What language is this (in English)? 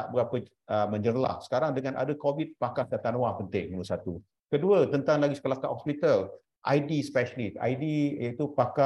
Malay